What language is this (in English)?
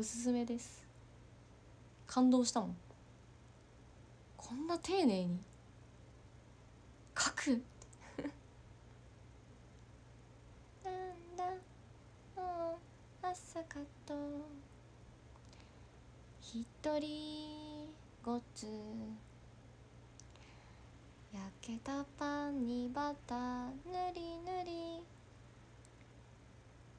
Japanese